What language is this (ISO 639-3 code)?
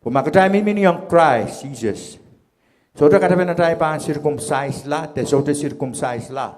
pon